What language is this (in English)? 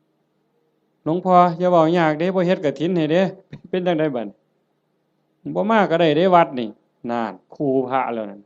Northeastern Thai